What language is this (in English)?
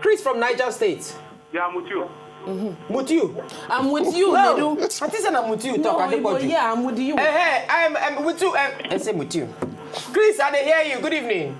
Nigerian Pidgin